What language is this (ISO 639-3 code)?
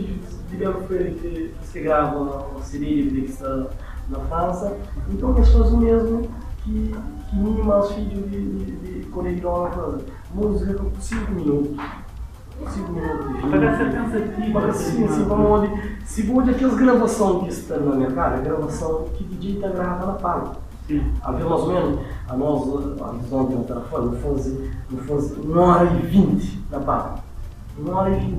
kea